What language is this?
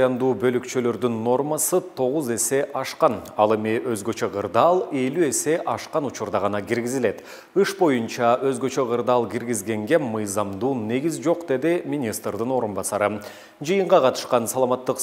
Kyrgyz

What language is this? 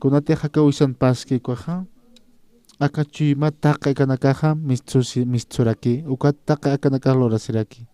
Aymara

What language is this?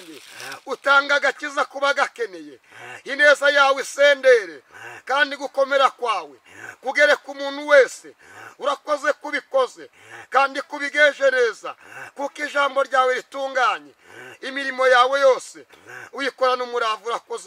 Kinyarwanda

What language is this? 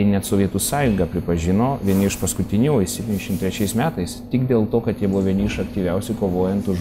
Lithuanian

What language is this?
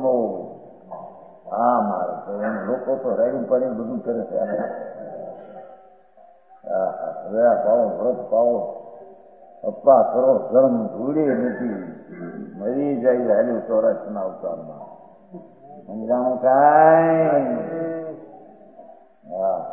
Gujarati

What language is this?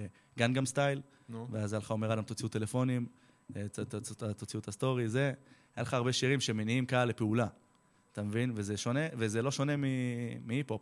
Hebrew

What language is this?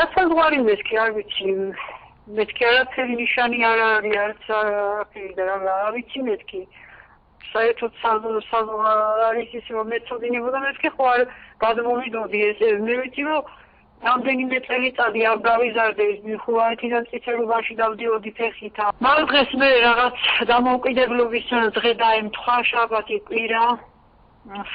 Georgian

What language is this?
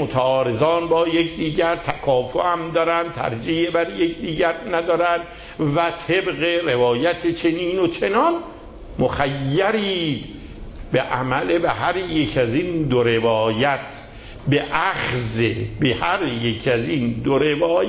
Persian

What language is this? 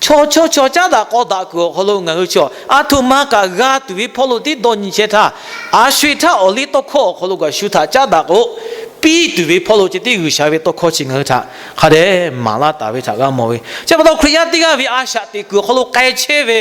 Lahu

